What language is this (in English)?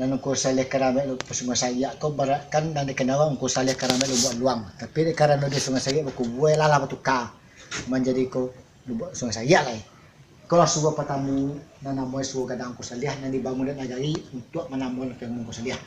Minangkabau